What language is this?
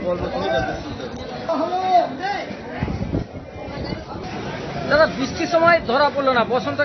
Bangla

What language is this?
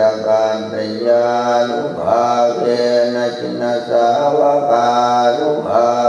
Pali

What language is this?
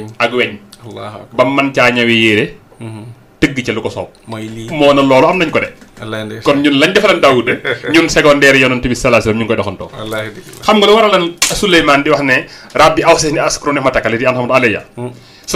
Wolof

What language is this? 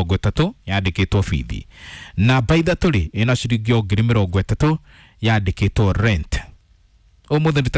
Kikuyu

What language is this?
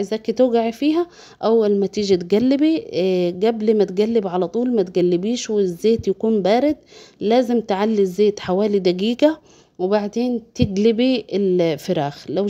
Egyptian Arabic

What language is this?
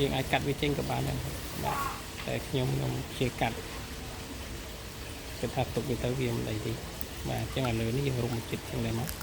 Khmer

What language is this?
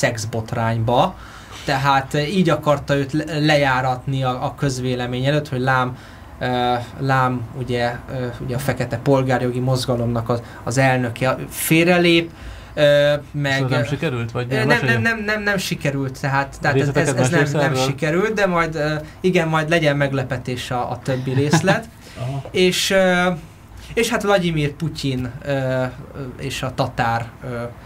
Hungarian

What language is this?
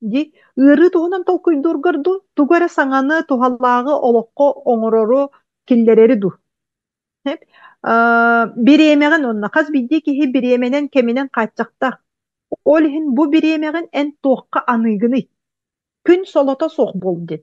Yakut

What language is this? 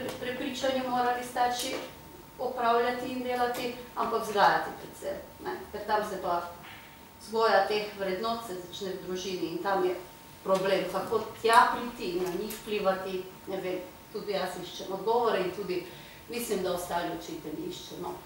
Slovenian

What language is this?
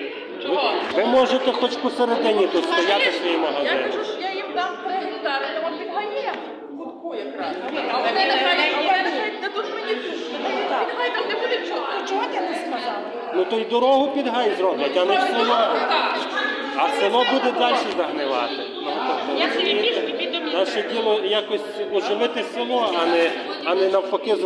Ukrainian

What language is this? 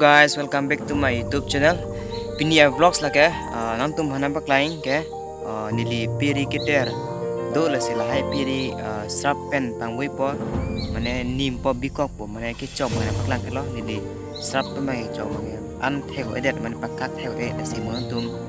Karbi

